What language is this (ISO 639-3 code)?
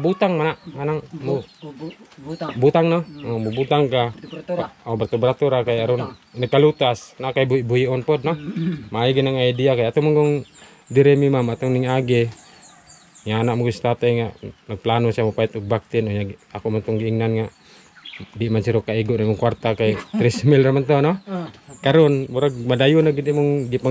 ceb